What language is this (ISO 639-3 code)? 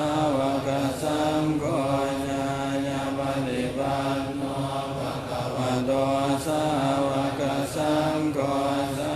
pli